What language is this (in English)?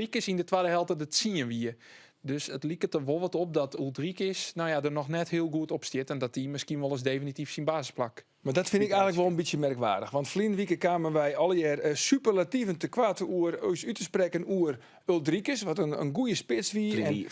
Western Frisian